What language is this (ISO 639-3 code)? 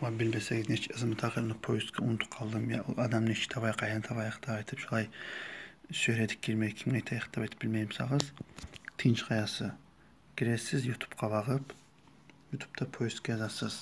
kum